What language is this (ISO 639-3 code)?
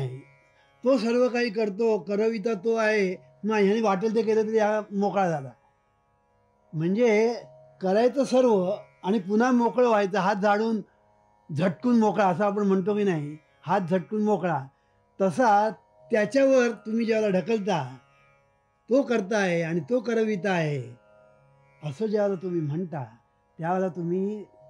mar